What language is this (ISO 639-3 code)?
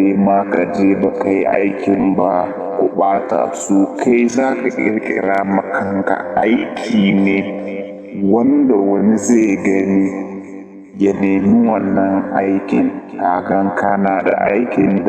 hau